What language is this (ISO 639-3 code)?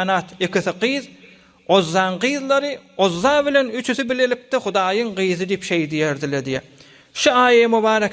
tuk